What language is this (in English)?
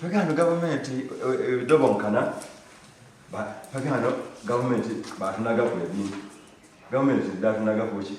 Soga